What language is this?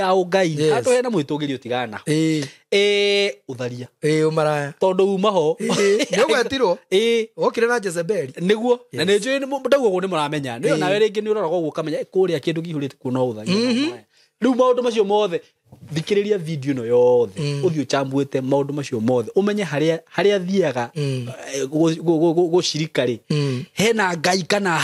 Kikuyu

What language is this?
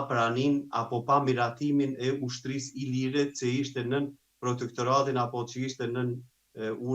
Albanian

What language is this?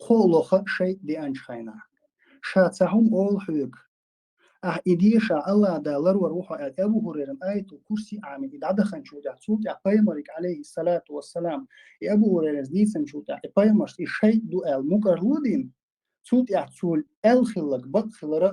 Chechen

